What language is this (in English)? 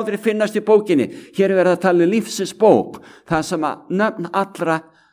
Icelandic